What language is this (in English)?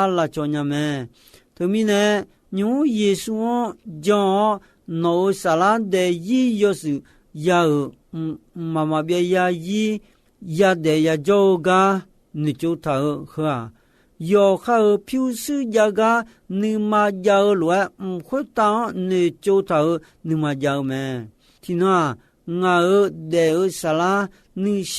Akha